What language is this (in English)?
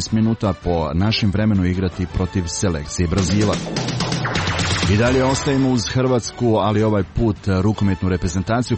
Croatian